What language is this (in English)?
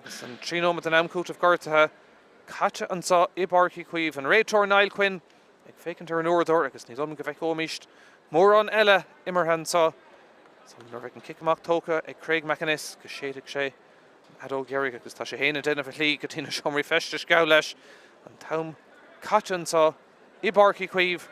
Irish